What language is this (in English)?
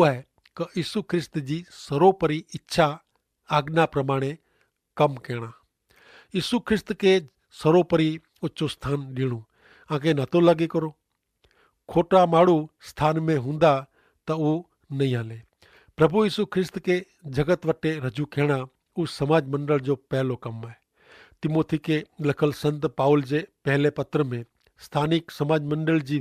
Kachhi